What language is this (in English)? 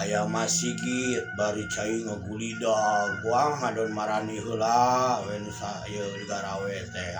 Sundanese